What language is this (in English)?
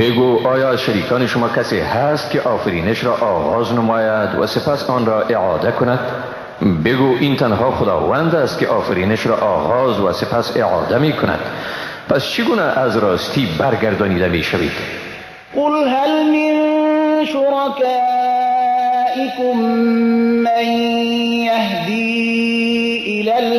Persian